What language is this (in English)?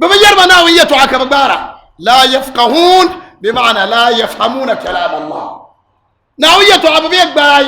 Dagbani